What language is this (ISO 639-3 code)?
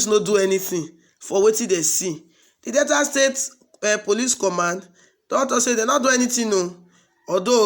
pcm